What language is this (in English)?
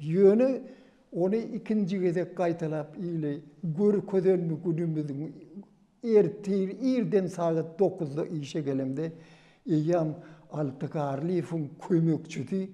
Turkmen